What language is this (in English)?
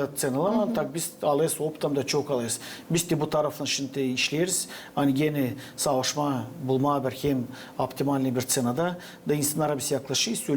Gagauz